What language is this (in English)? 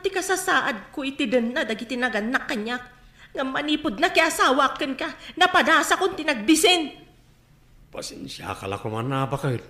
Iloko